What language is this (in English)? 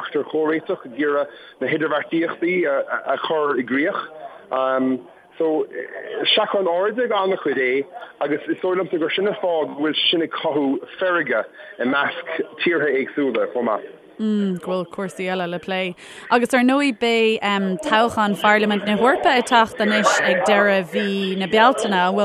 Irish